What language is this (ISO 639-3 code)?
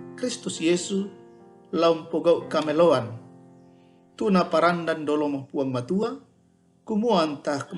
sda